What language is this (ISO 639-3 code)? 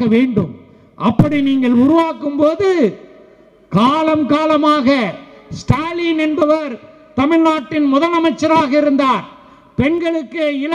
tam